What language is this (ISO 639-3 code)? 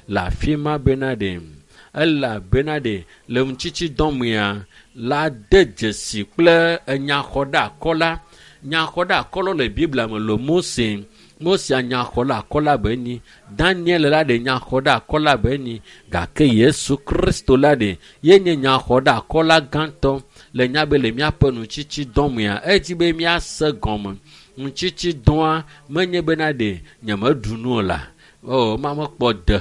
ewe